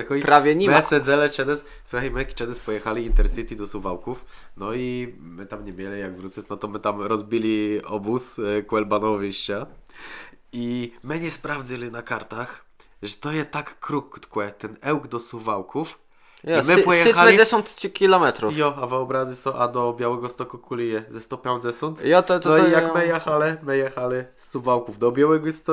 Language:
Kashubian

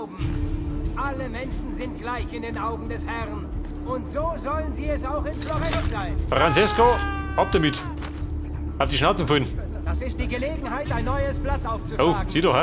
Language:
Bavarian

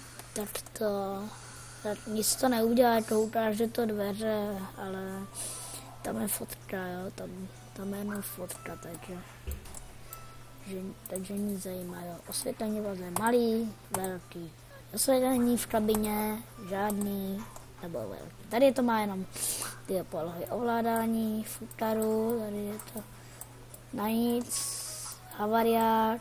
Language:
Czech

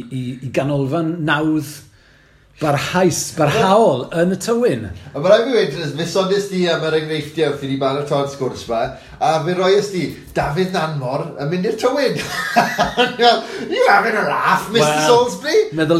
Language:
Welsh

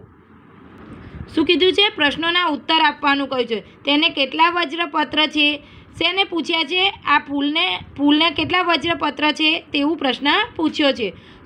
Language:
Gujarati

